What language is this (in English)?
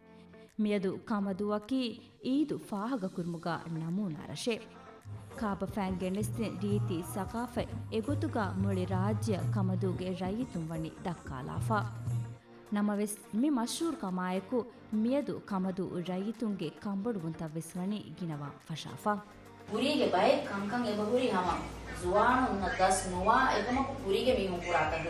Divehi